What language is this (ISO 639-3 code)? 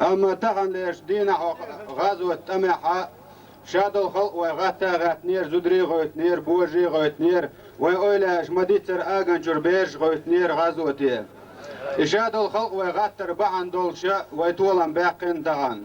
che